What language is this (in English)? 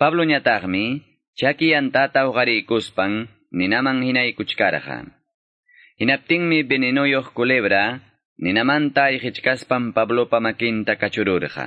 Ayacucho Quechua